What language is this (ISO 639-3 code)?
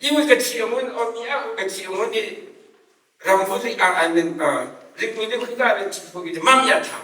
nmf